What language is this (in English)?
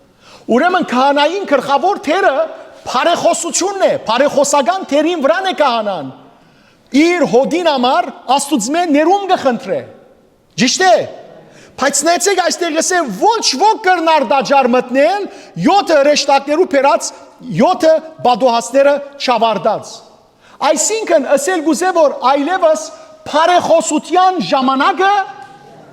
Western Armenian